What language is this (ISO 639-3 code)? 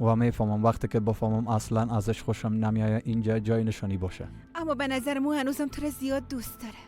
fas